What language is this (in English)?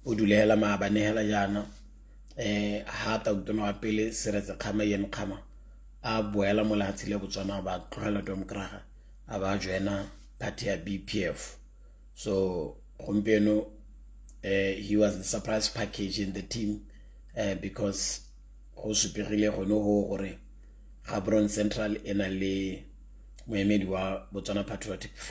Tswana